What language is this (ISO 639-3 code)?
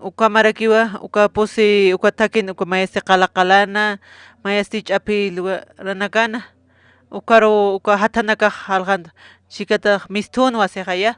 aym